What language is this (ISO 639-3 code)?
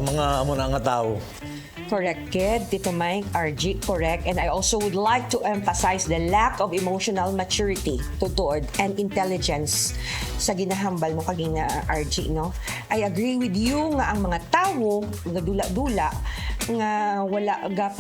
hil